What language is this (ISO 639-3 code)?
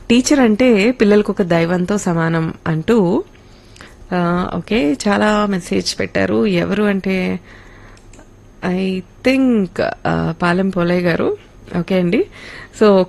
tel